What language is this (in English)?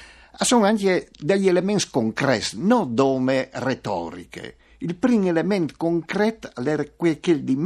Friulian